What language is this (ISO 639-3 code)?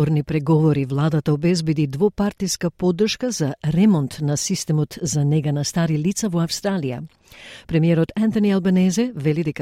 mkd